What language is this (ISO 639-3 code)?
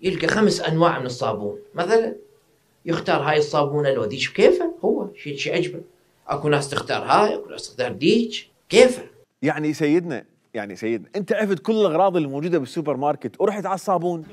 acm